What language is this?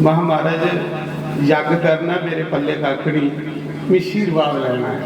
Dogri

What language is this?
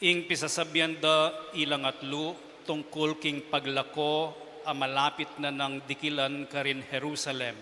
Pampanga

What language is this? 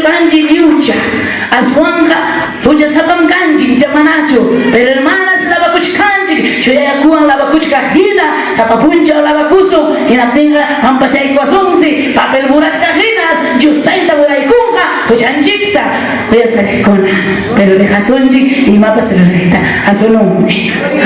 Ayacucho Quechua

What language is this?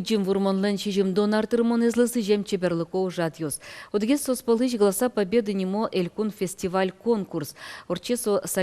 Udmurt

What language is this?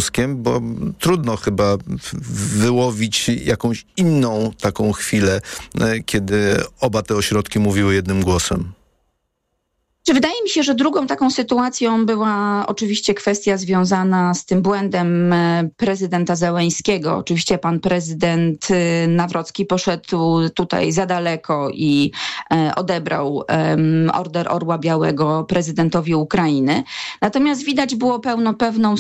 Polish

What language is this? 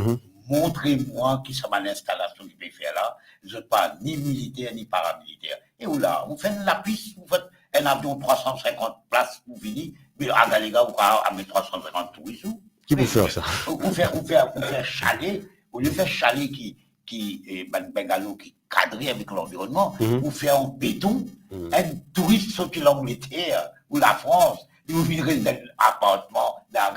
Morisyen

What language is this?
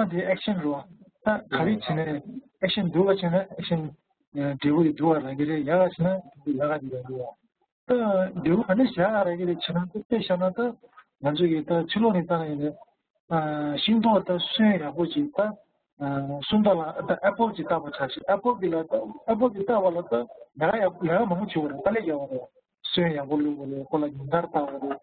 Tibetan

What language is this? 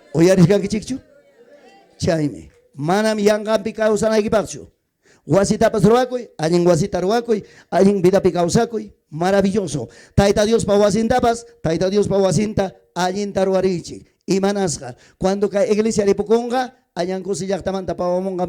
Ayacucho Quechua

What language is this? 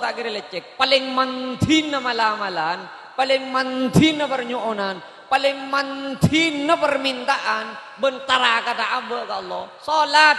Madurese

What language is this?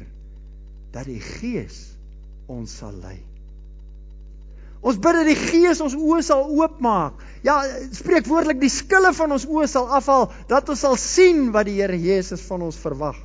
Afrikaans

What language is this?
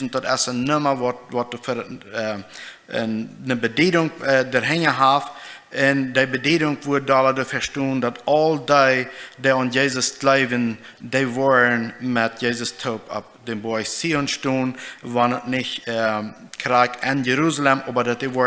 Plautdietsch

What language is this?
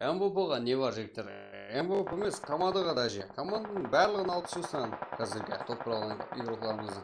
Kara-Kalpak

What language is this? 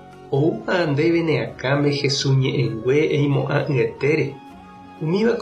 Guarani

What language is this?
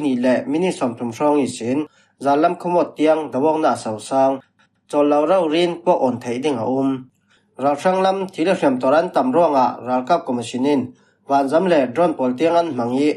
Falam Chin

